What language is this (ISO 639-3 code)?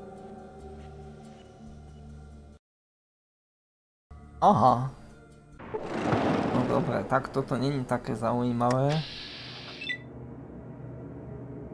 slk